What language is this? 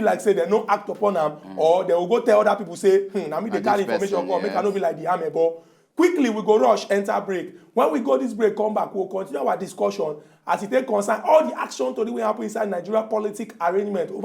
Nigerian Pidgin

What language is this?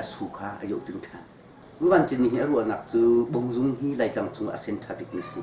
Hakha Chin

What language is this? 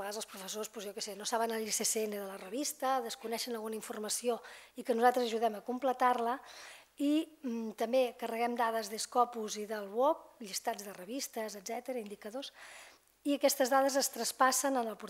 Catalan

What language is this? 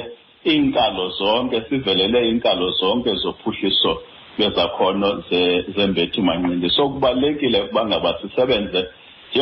Xhosa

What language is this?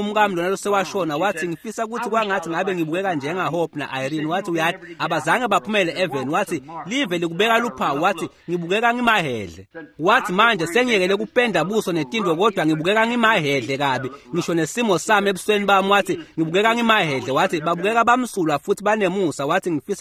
Swati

